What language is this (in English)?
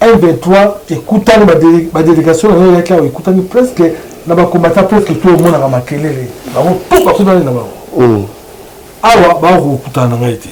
Lingala